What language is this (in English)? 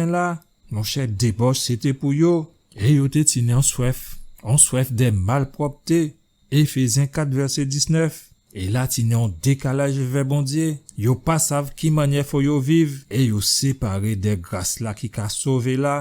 Guadeloupean Creole French